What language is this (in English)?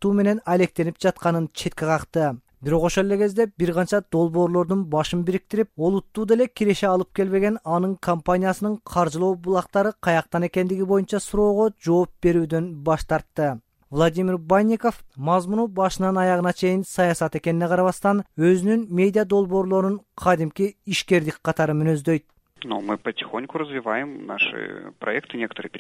Kyrgyz